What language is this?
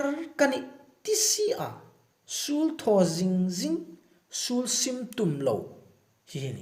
Hmar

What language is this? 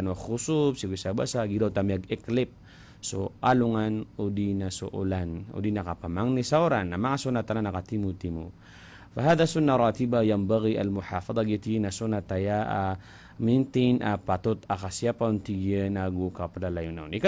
Maranao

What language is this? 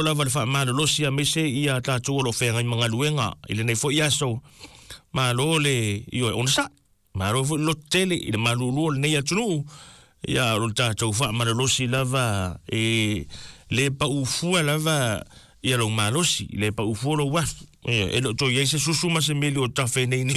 Samoan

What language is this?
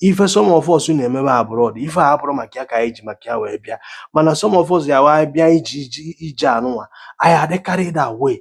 Igbo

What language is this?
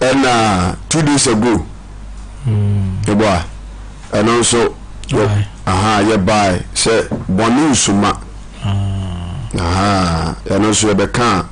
Akan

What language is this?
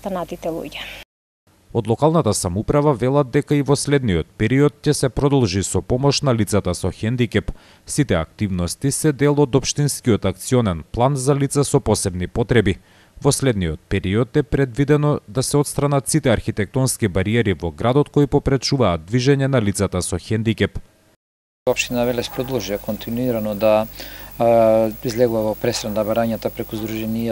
Macedonian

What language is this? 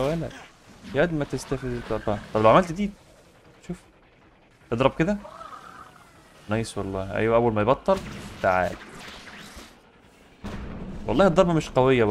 Egyptian Arabic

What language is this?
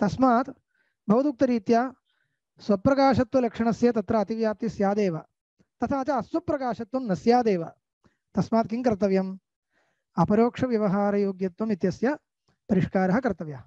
Sanskrit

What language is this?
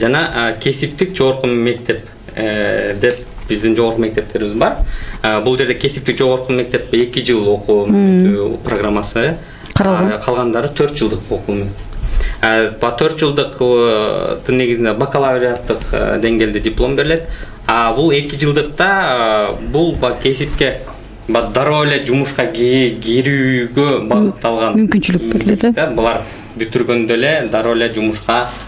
Kyrgyz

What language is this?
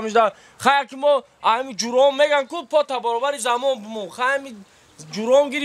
Tajik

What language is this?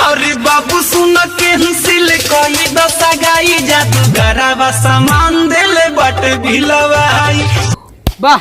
Maithili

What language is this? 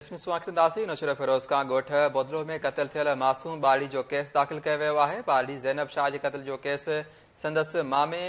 Sindhi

